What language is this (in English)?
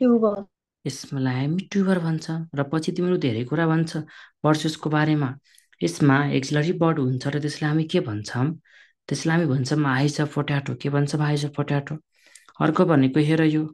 Nepali